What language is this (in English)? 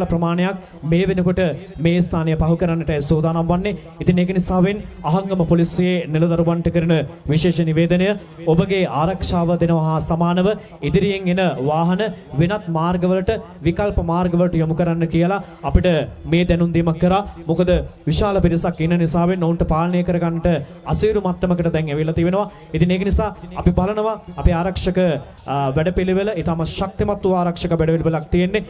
Sinhala